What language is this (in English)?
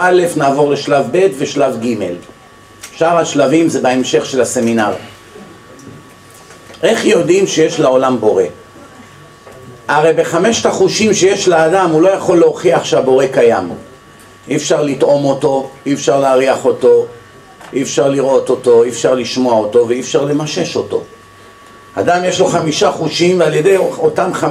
Hebrew